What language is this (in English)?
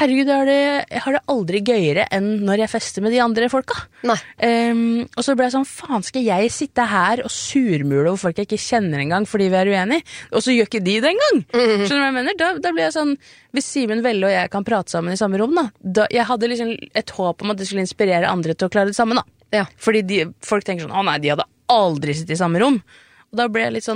Norwegian